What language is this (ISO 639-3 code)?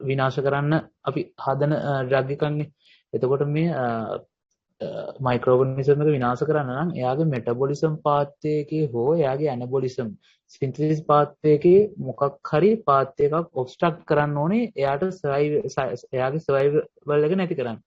sin